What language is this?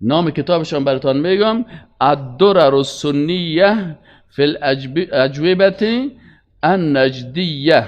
Persian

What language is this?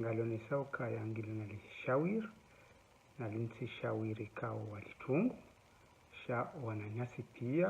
Ngazidja Comorian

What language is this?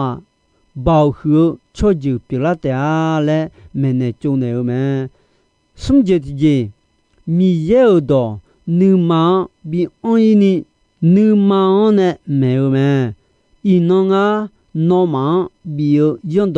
Akha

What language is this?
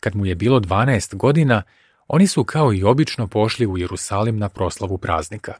Serbian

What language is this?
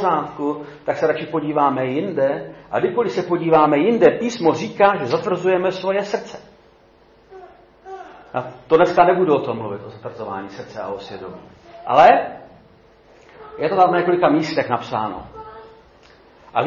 Czech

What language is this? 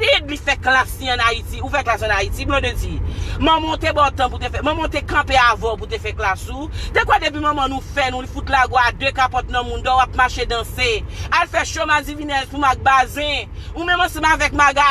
Haitian Creole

